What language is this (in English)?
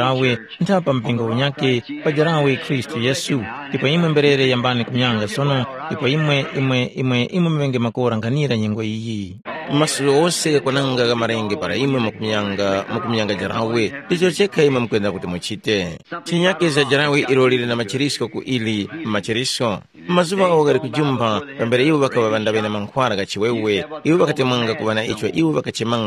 Tumbuka